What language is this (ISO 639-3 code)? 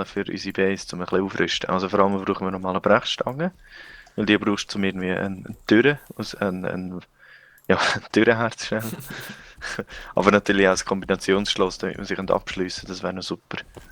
gsw